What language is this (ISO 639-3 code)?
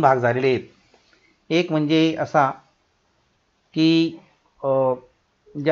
mar